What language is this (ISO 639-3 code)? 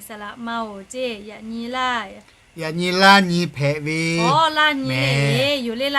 lhu